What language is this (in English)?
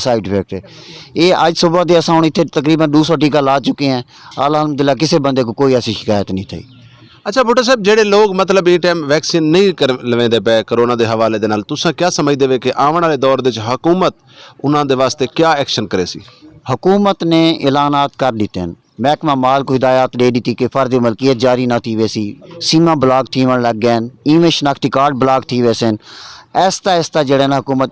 Saraiki